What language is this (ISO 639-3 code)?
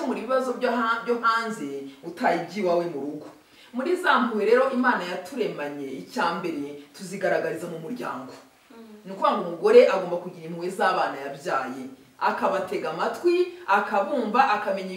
kin